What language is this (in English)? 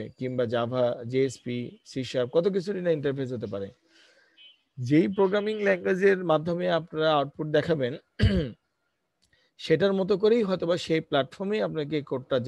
Bangla